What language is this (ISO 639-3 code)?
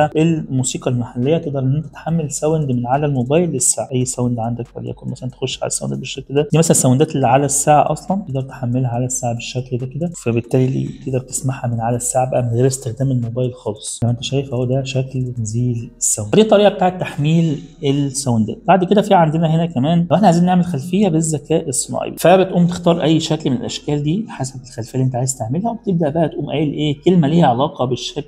arz